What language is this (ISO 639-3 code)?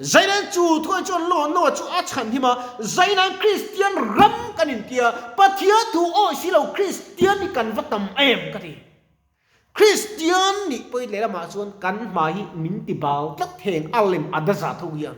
lus